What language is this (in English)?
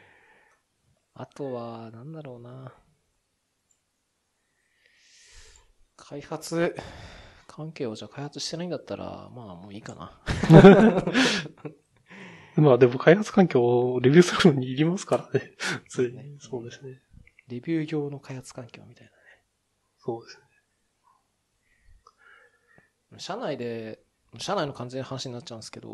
Japanese